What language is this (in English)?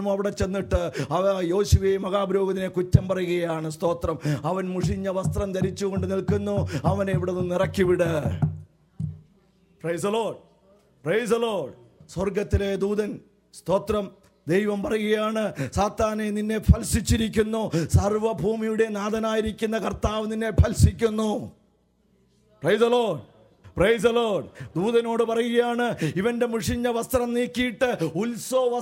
Malayalam